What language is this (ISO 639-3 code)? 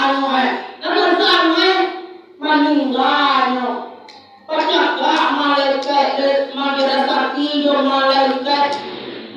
min